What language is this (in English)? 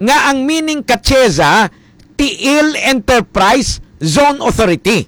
Hiligaynon